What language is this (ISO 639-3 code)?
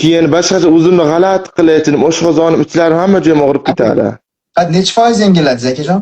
uzb